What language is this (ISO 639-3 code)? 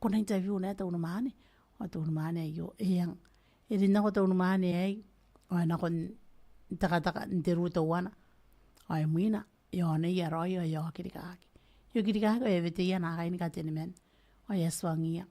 gil